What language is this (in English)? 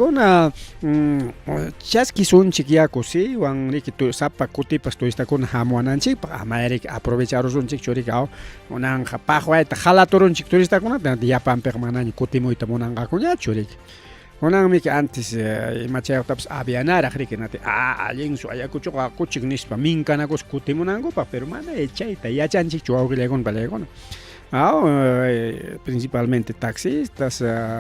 Ayacucho Quechua